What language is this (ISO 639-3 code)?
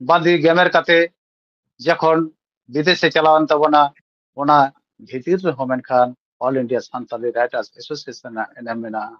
sat